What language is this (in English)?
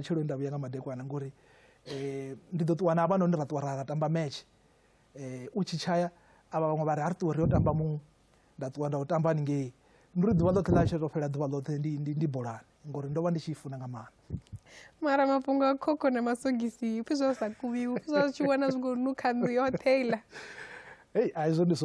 Venda